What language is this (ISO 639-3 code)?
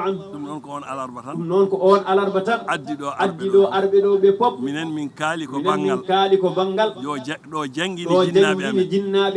ful